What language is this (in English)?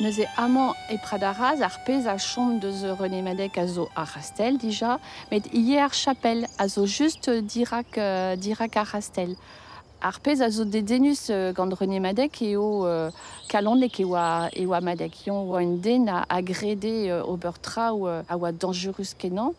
Breton